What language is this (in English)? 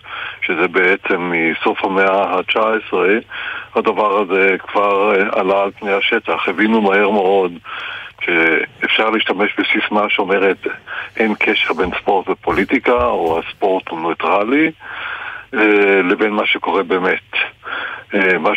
Hebrew